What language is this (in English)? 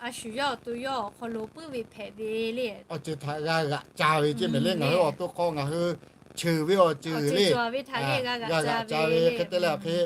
Lahu